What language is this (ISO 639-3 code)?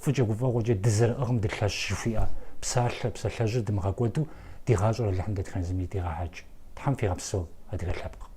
kbd